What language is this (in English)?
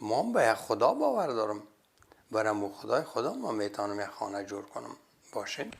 Persian